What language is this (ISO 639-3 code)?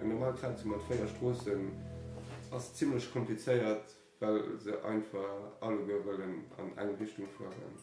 ltz